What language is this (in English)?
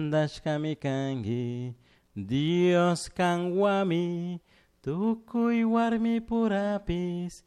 Chimborazo Highland Quichua